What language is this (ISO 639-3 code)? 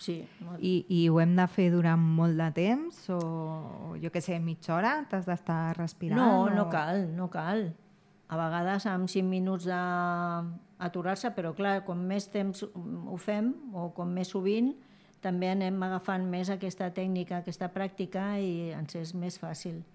cat